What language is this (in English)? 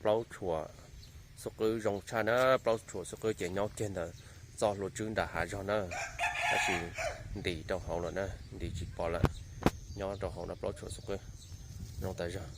Hmong